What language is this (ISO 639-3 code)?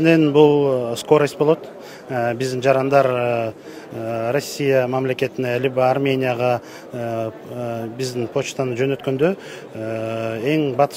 kir